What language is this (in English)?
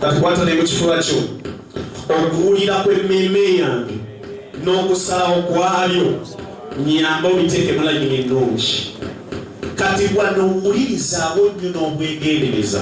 Ganda